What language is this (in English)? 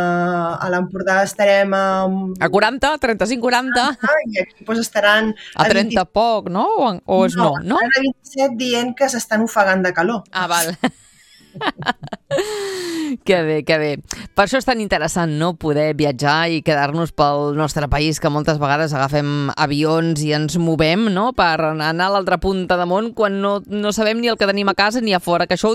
Catalan